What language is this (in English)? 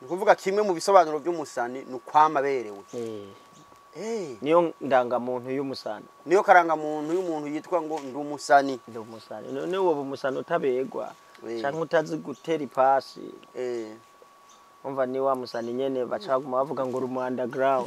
Rundi